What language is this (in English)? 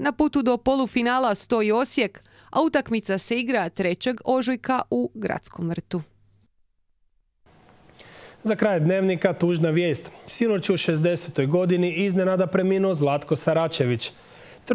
Croatian